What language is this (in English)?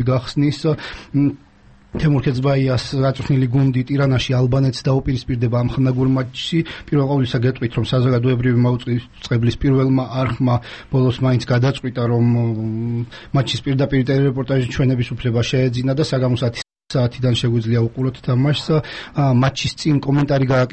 Georgian